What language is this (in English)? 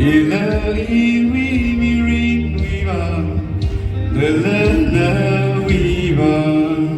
Tangkhul Naga (India)